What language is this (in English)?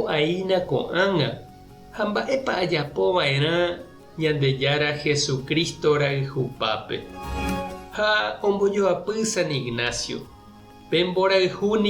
Guarani